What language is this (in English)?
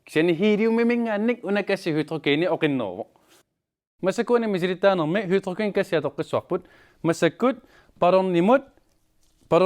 Kalaallisut